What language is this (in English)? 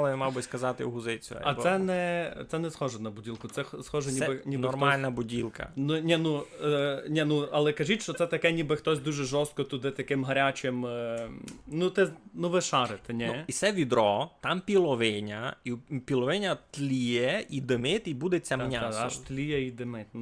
Rusyn